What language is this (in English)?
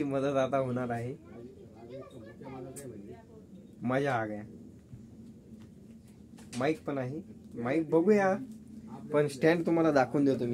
Marathi